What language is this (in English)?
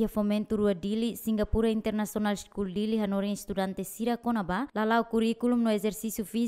Tetum